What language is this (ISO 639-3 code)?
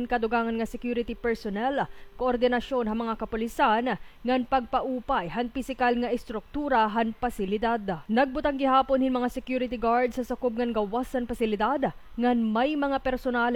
war